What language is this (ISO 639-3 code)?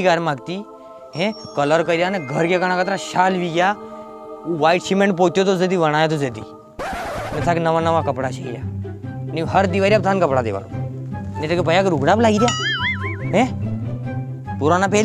raj